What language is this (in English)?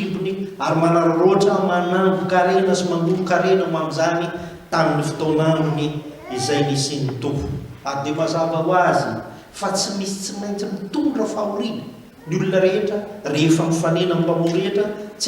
Malagasy